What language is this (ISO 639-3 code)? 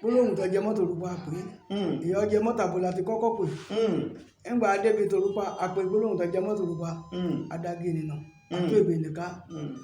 yor